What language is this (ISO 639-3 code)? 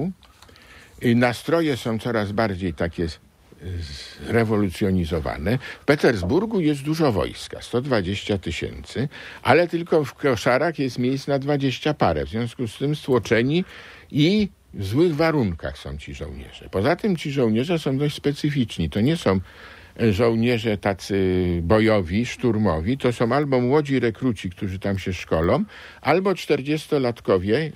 pol